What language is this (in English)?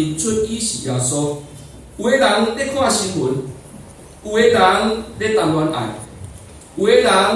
Min Nan Chinese